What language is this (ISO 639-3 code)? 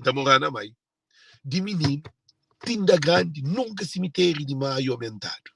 kea